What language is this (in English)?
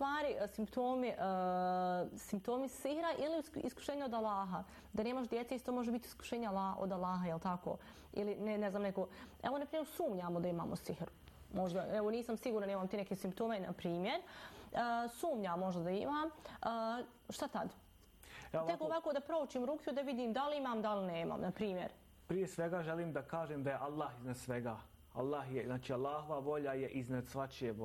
Bosnian